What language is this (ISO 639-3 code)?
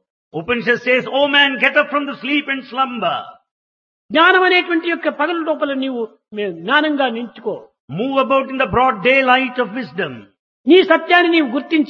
tel